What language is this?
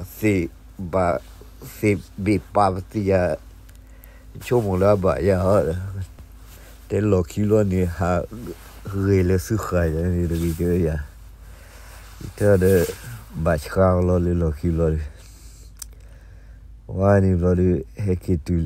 S'gaw Karen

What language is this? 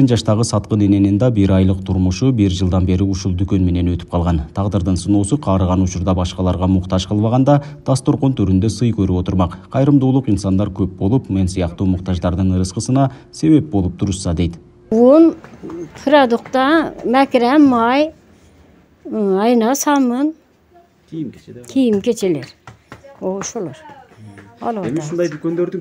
Kyrgyz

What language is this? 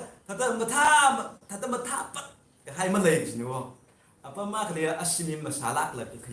Tangkhul Naga (India)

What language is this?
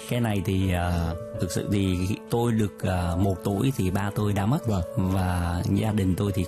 Vietnamese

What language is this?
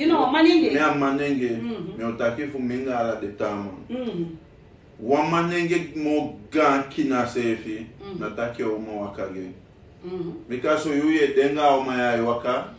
Sranan Tongo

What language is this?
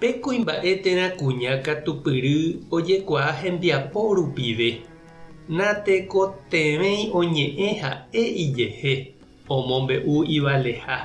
Guarani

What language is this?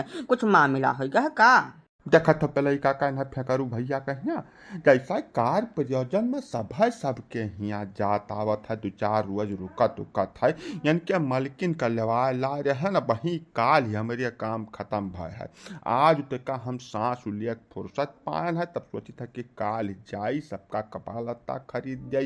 Awadhi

